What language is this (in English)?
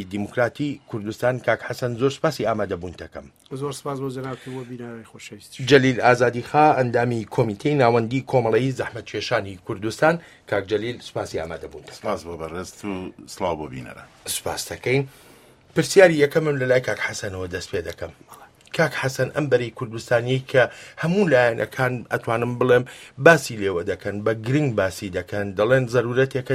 Central Kurdish